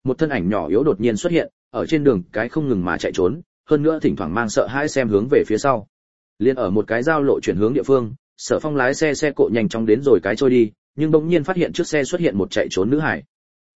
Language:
Vietnamese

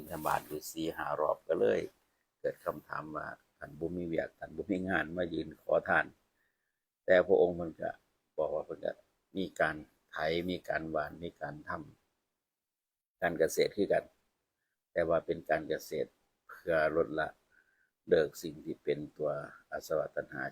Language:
Northeastern Thai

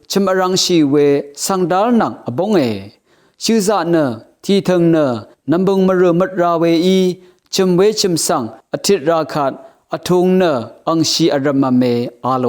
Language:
Rawang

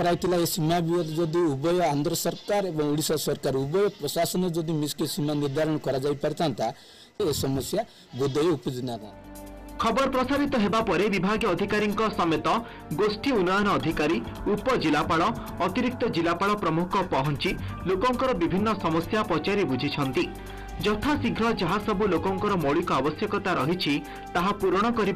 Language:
Odia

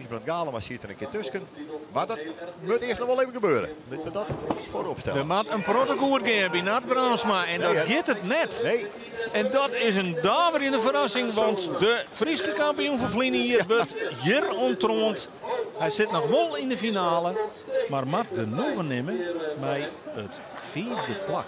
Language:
Western Frisian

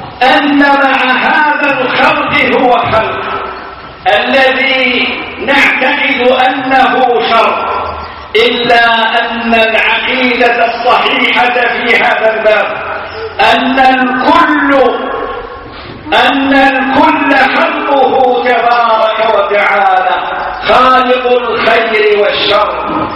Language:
Arabic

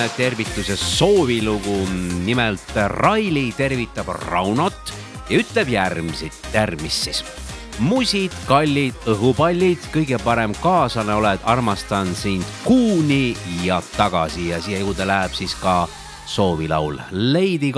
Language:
Estonian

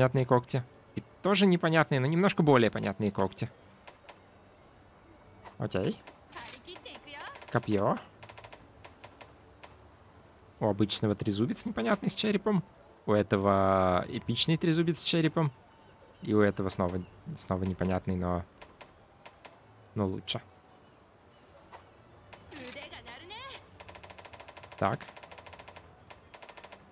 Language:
Russian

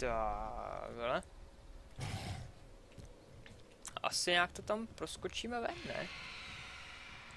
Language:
Czech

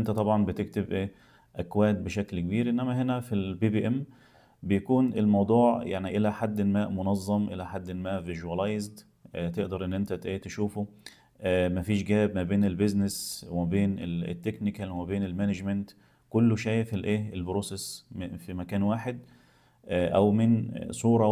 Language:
Egyptian Arabic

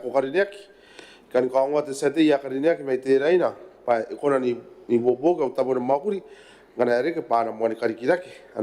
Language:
Gilbertese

